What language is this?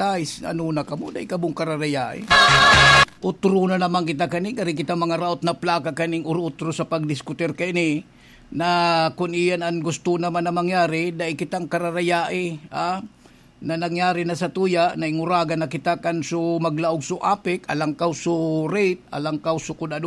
Bikol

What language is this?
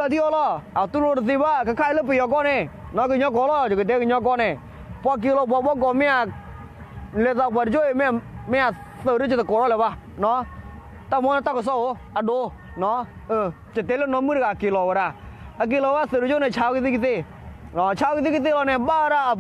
S'gaw Karen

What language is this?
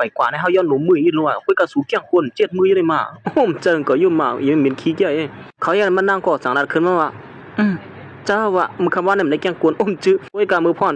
Shan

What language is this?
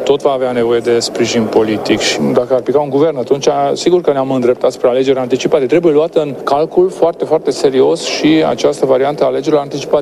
Romanian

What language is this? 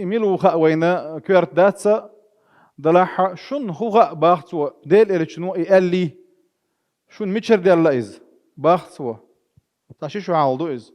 Chechen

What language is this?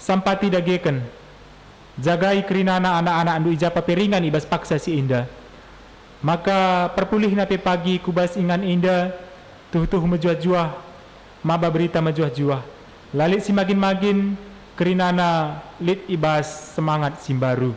Batak Karo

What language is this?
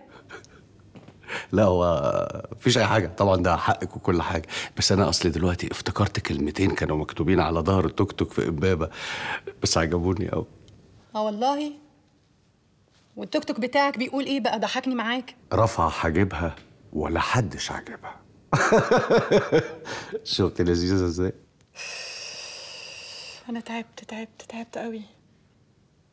Egyptian Arabic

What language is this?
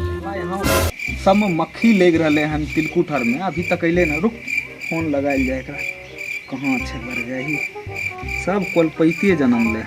Maithili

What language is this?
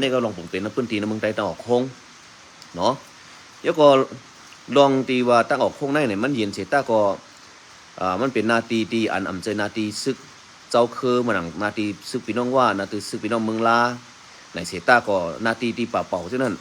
Shan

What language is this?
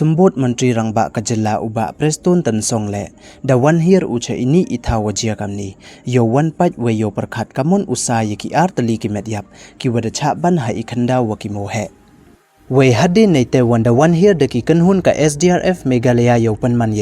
Pnar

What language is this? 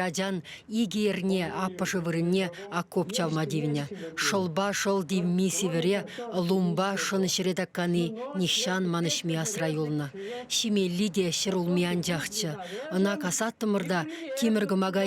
Chuvash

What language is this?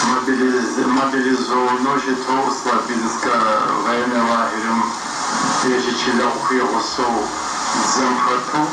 Adyghe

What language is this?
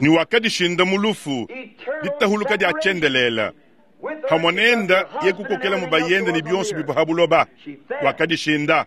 Luba-Lulua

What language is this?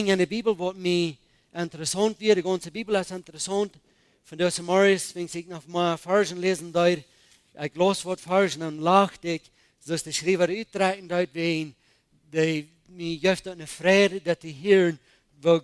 Plautdietsch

